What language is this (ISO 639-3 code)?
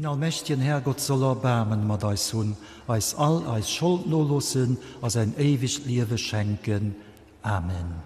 ltz